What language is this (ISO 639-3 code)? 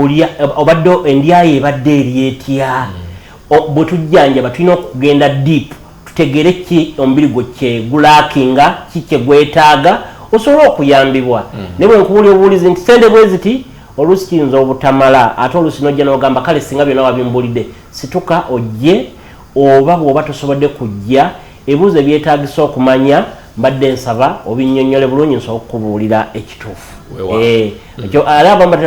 lug